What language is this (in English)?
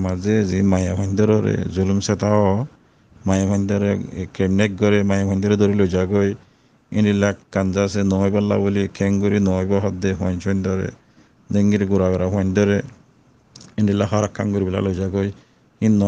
Rohingya